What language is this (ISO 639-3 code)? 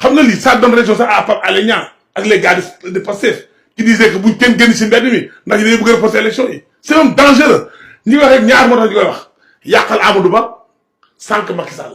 wol